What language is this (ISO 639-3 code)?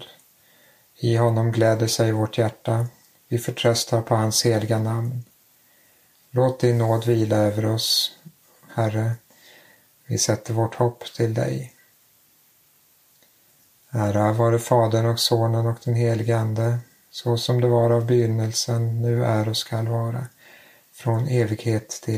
swe